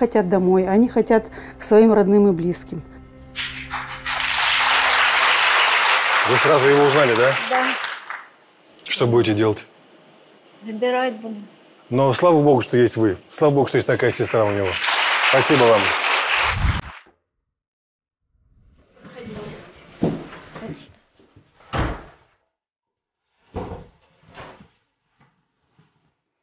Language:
Russian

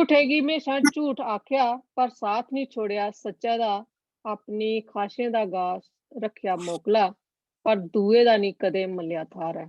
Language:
Dogri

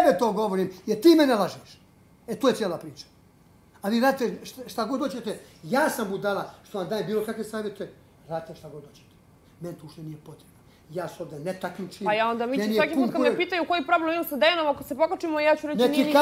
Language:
Bosnian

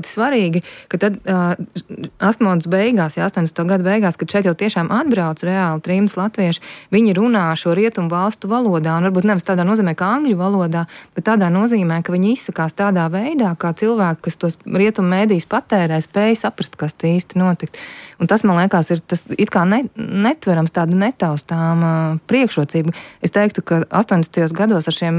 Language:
Latvian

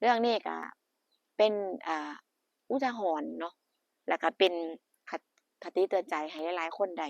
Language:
Northeastern Thai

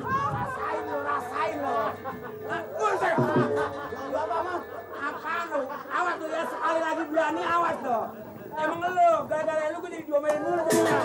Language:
Betawi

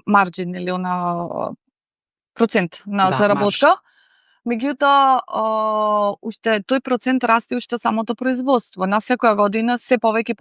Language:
Macedonian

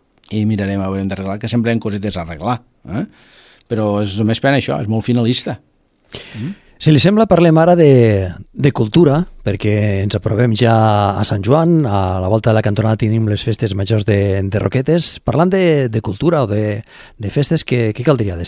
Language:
Catalan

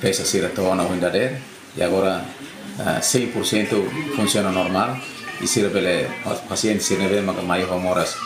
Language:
Tetum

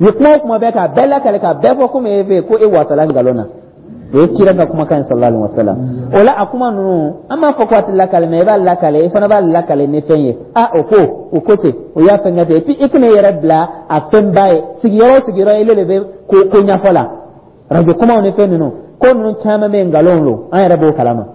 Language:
Dyula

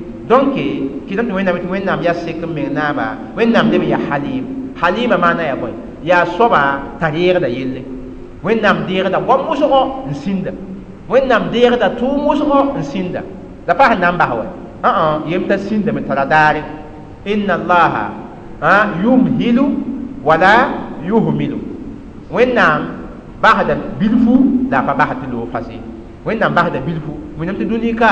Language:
Mossi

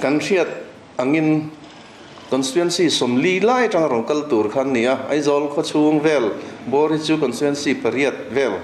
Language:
Mizo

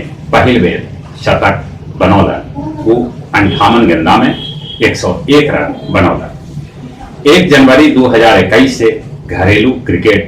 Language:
Magahi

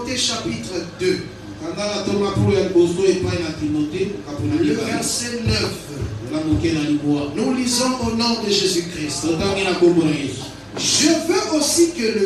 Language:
French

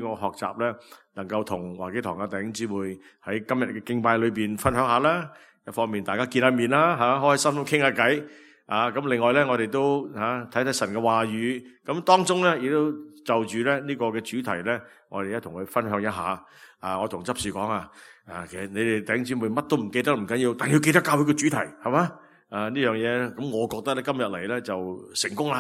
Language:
Cantonese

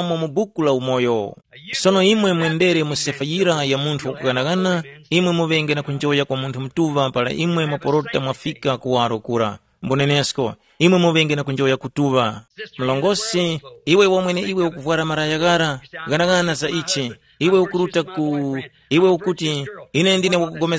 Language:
Tumbuka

